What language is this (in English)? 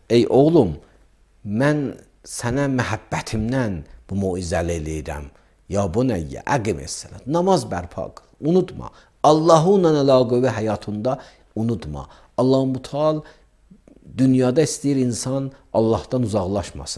Azerbaijani